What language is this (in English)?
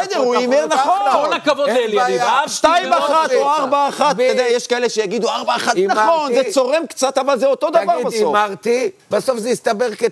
Hebrew